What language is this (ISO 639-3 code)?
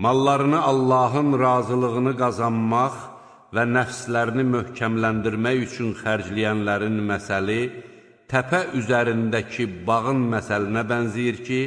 aze